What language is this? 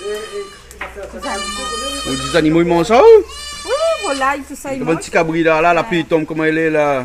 Réunion Creole French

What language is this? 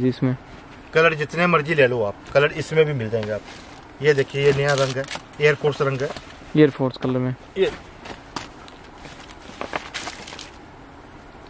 Hindi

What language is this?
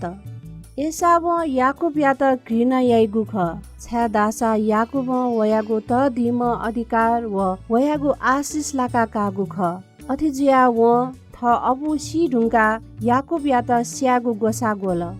Newari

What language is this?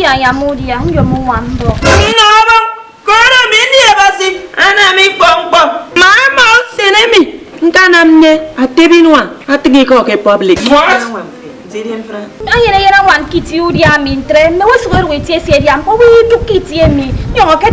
Efik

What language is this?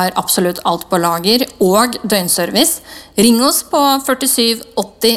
Norwegian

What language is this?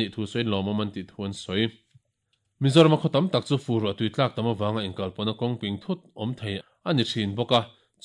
Mizo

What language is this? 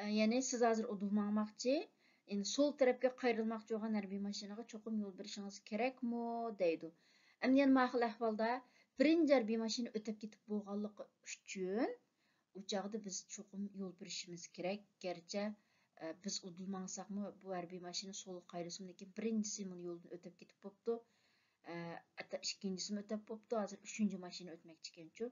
Uyghur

